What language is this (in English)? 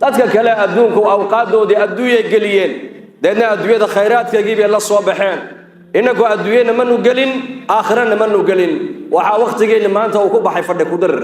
Somali